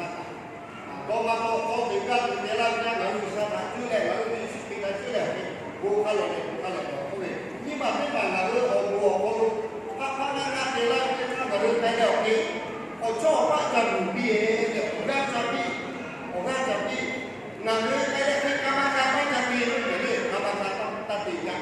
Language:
Lahu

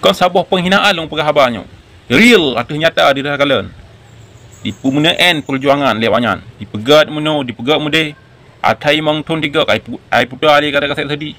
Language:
Achinese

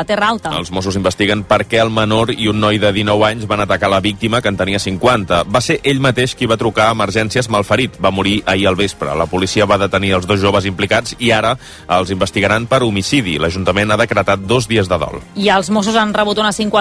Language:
Catalan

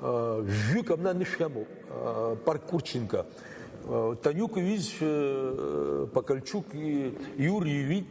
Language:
Abkhazian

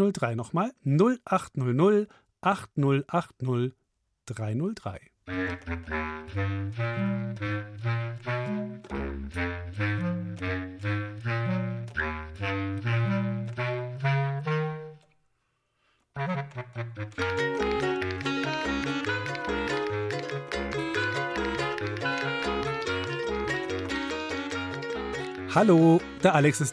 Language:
German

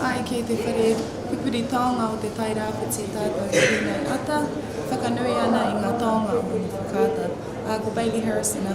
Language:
Māori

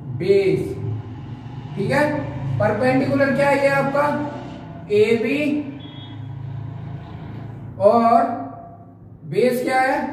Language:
Hindi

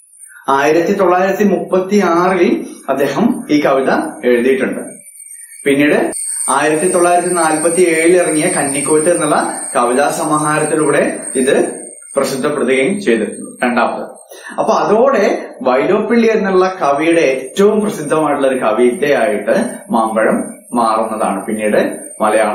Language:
Malayalam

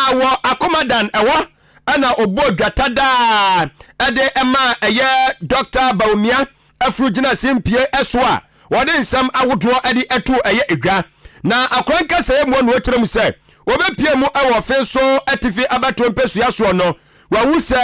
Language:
Akan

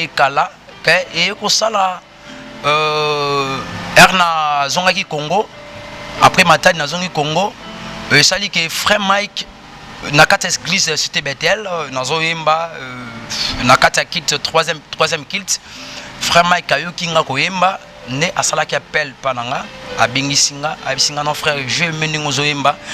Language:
Lingala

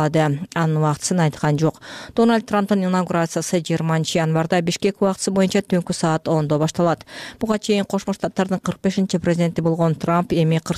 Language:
Kyrgyz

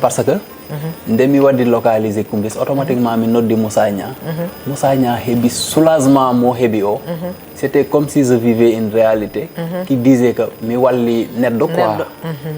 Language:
Fula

